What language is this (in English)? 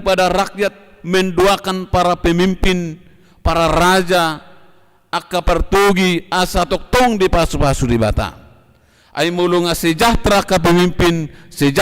Batak Toba